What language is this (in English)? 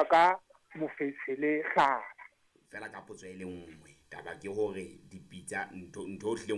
Southern Sotho